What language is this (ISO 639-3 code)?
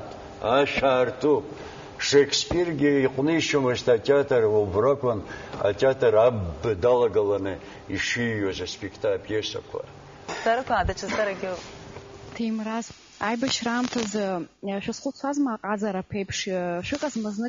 abk